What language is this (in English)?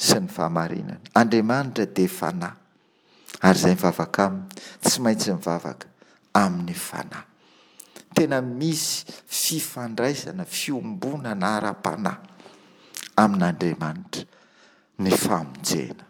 Malagasy